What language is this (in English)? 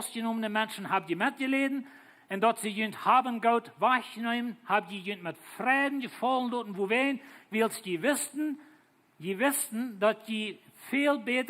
Plautdietsch